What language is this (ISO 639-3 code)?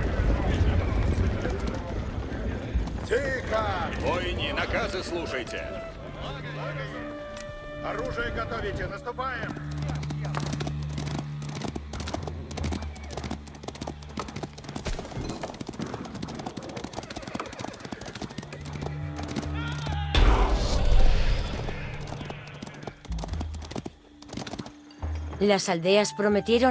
rus